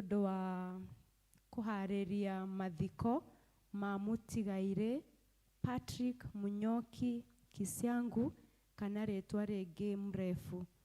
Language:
Kikuyu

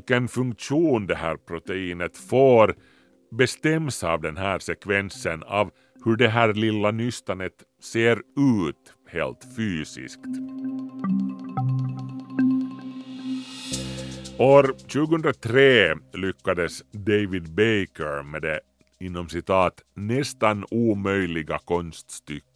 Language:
Swedish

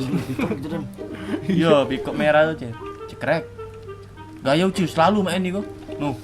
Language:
Musi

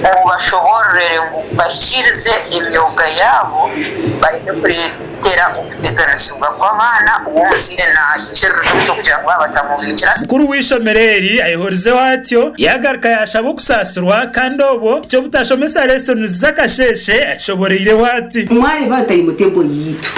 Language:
Nyankole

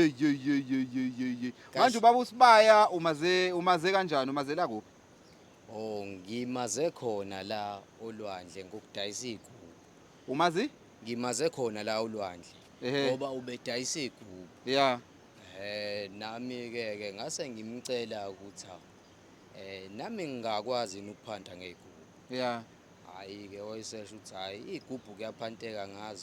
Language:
Zulu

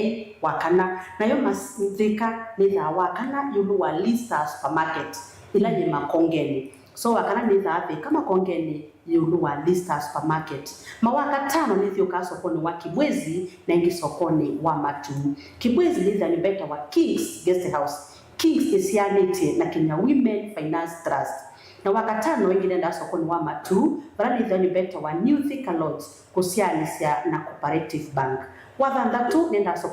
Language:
Kamba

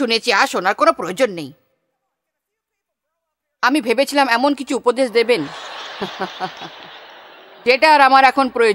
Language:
Bangla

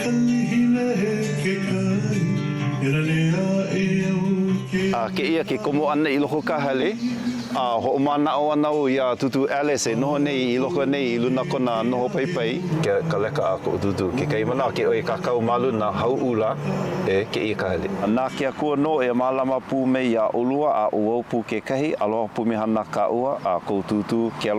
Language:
Hawaiian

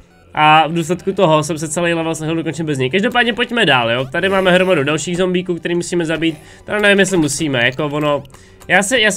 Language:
Czech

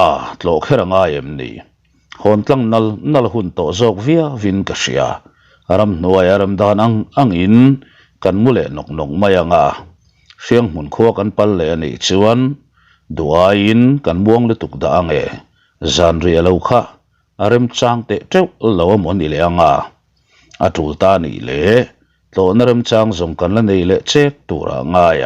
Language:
Mizo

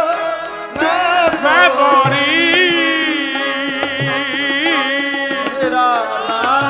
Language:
Punjabi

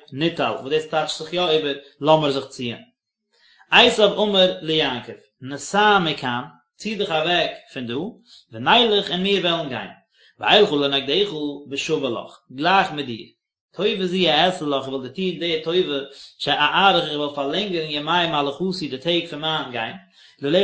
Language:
Yiddish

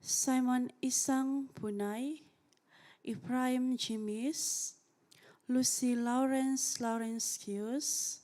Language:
Central Dusun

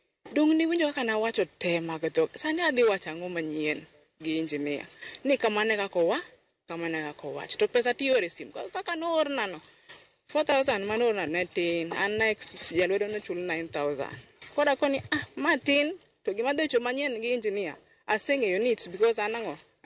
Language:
Luo (Kenya and Tanzania)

